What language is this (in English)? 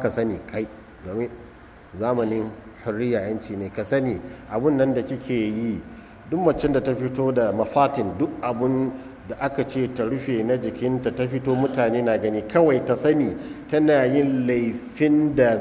Hausa